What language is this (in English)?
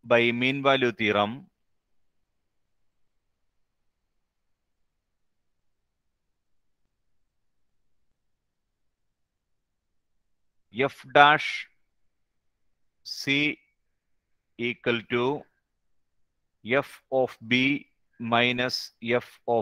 Malayalam